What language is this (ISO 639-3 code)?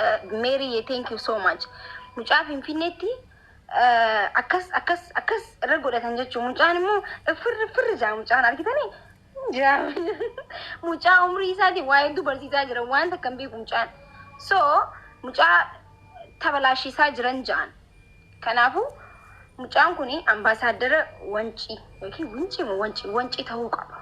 orm